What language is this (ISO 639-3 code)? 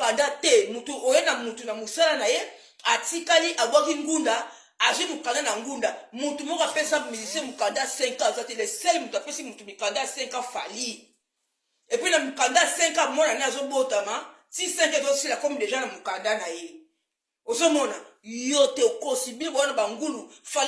lin